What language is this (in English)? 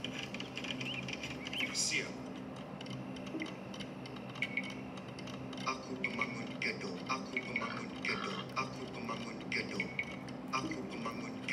Malay